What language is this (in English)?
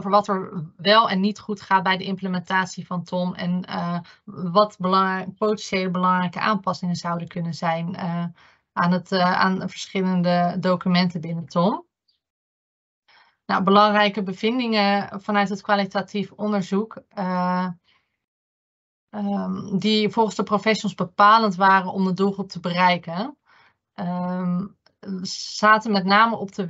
Dutch